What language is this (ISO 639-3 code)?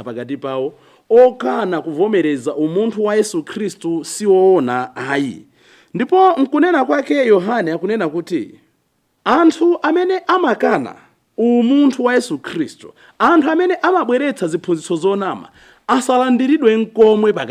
nya